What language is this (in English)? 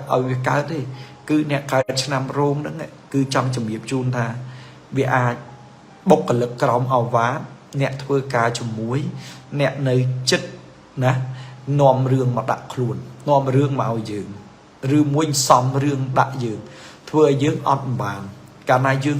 Khmer